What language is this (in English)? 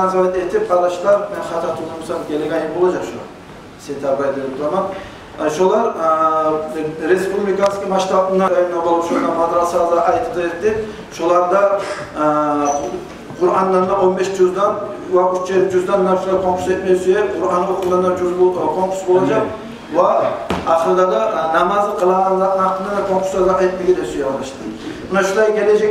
Kumyk